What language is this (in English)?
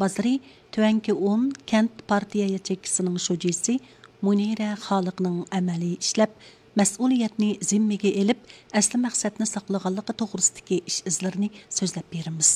Uyghur